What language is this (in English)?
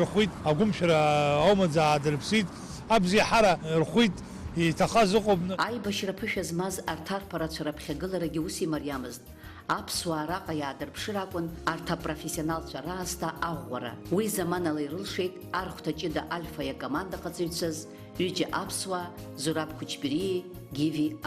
Abkhazian